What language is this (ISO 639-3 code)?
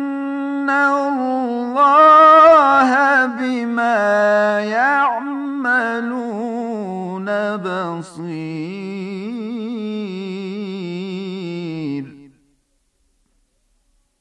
bos